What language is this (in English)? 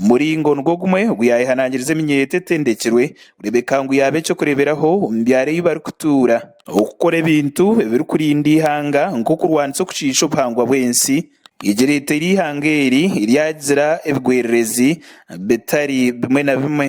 Nyankole